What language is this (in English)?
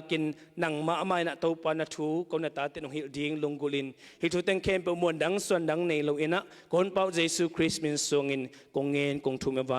Tedim Chin